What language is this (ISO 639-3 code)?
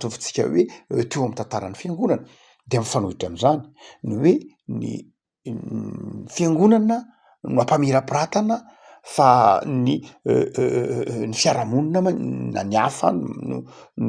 mlg